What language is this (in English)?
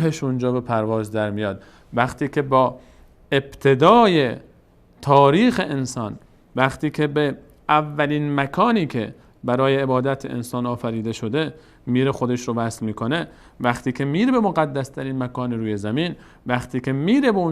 Persian